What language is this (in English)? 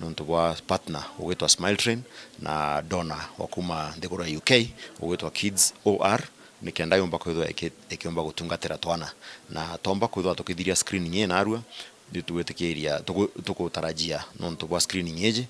Meru